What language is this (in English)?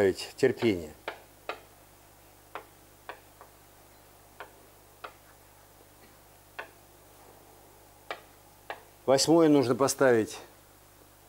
Russian